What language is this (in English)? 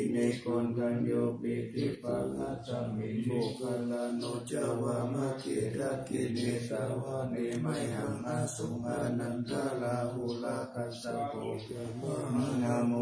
Pali